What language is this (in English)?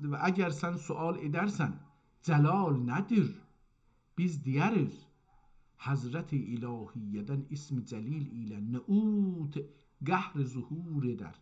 South Azerbaijani